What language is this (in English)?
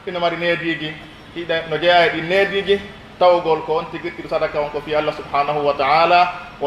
Pular